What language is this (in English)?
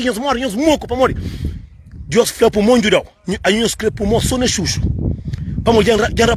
Kabuverdianu